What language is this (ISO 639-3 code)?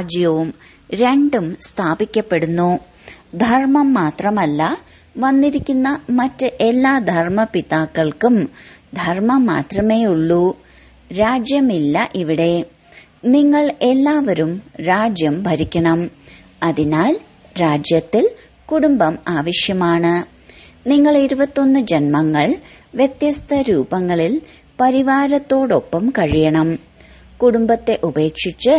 mal